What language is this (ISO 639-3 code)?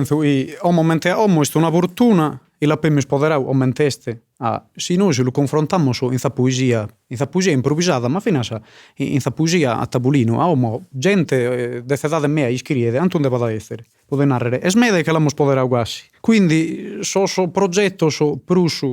srd